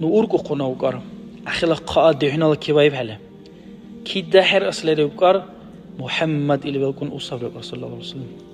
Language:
Dargwa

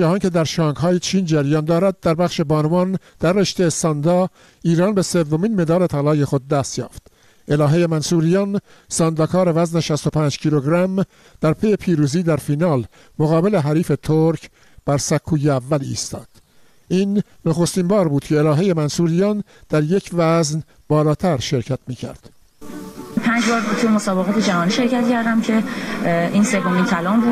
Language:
Persian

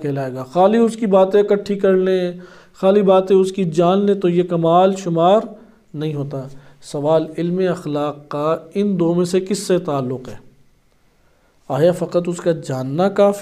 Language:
Urdu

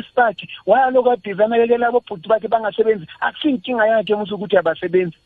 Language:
South Ndebele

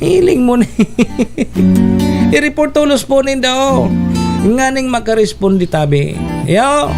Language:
Bikol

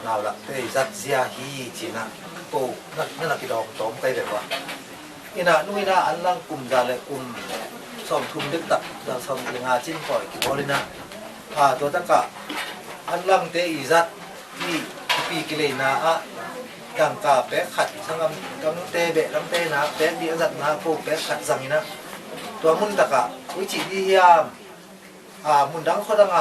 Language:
Tedim Chin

